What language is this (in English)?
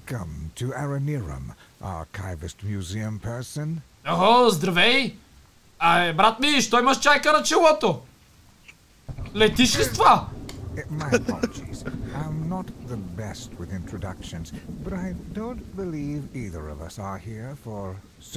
Bulgarian